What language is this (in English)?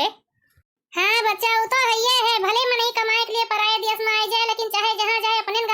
Awadhi